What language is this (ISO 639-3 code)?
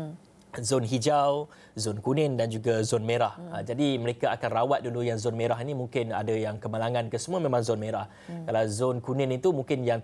msa